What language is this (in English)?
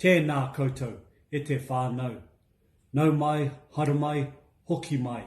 Māori